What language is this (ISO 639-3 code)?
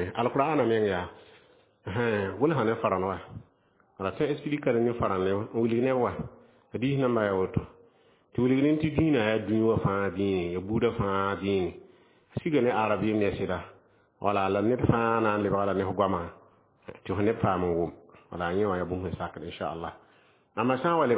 mos